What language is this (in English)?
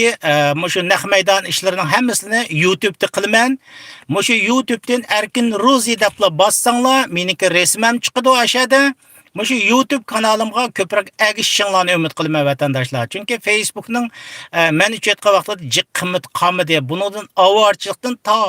Uyghur